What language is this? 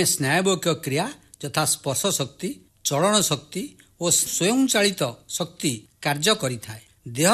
Odia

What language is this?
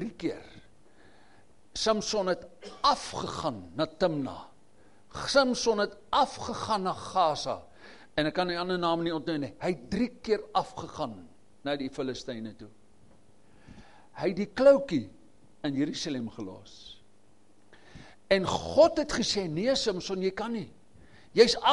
Afrikaans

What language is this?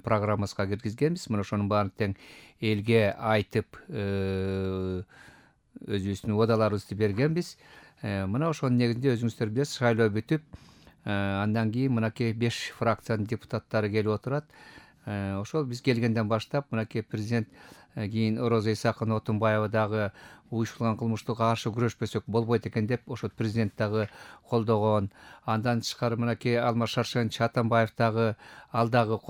Kyrgyz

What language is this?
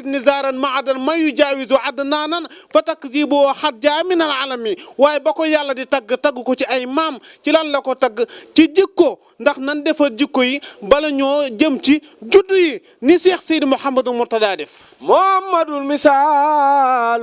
Wolof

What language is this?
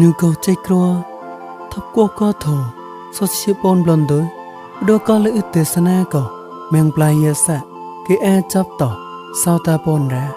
Mon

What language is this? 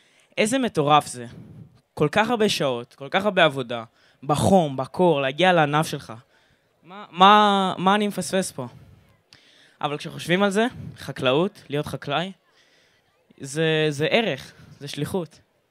Hebrew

